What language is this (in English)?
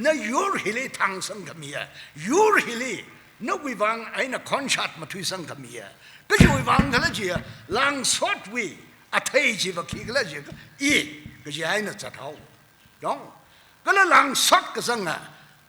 Tangkhul Naga (India)